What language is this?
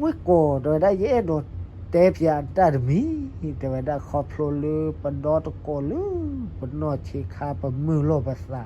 S'gaw Karen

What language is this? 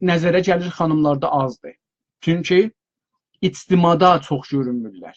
South Azerbaijani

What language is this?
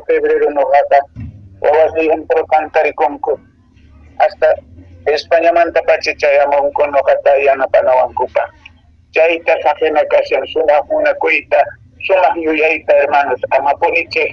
Quechua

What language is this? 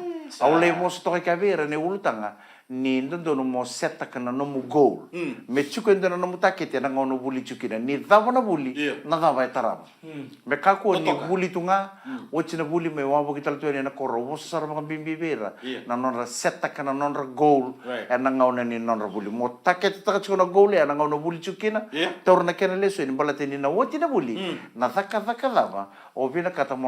Fijian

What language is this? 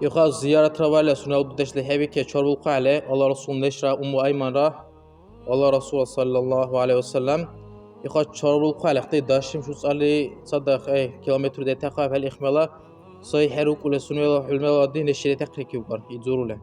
Dargwa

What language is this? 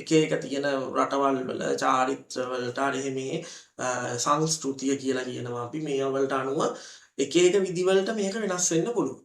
Sinhala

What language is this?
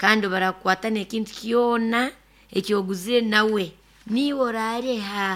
Nyoro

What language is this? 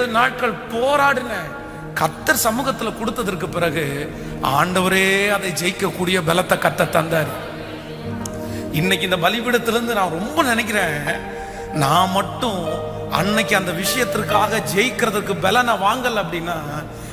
Tamil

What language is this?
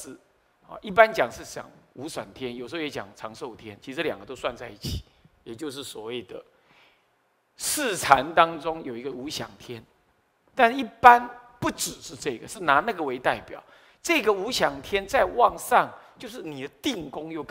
Chinese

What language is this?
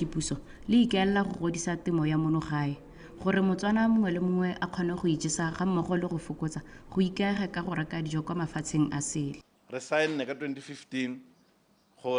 Tswana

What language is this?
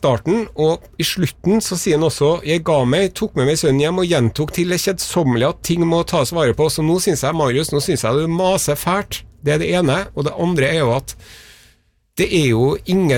Norwegian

